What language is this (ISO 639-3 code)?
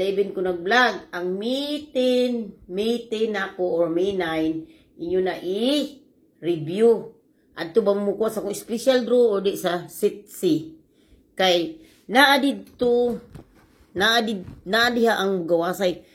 ceb